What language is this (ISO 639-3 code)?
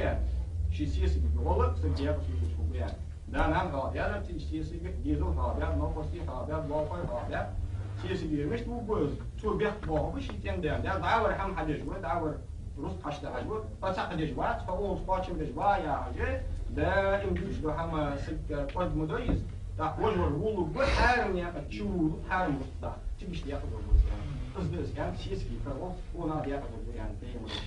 inh